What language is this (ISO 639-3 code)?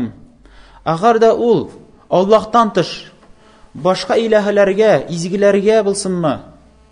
tat